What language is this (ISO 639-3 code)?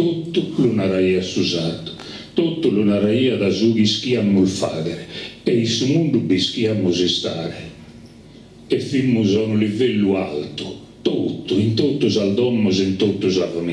srd